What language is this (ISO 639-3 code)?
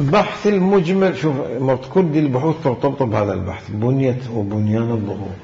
acm